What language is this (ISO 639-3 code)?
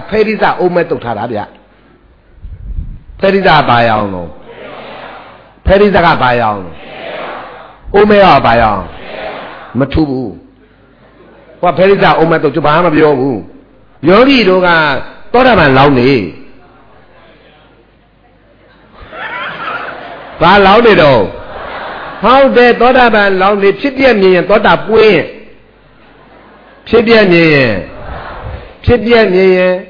mya